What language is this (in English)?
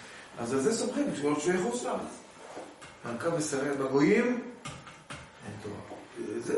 Hebrew